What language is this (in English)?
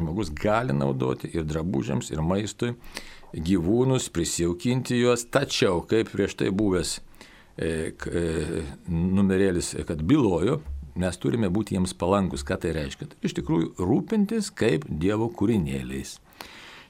Lithuanian